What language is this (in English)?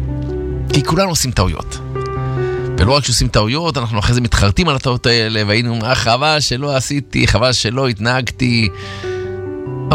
Hebrew